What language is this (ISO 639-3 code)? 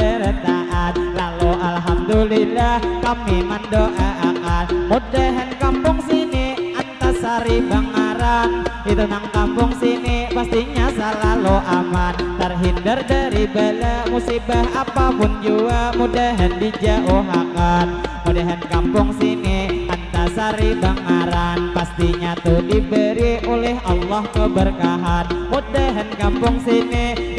bjn